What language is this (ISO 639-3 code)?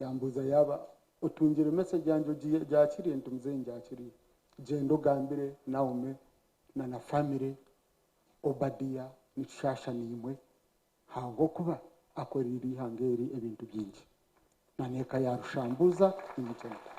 nyn